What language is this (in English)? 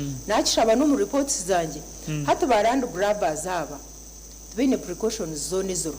Nyankole